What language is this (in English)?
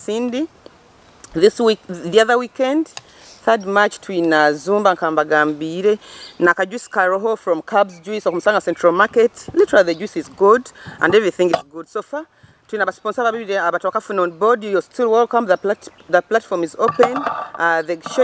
Nyoro